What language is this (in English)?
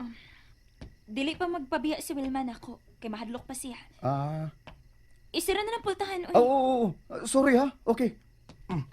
Cebuano